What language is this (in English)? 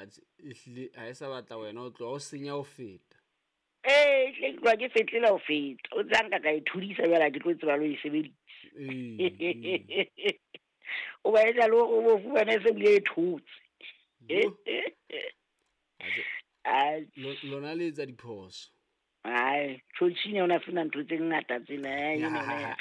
Southern Sotho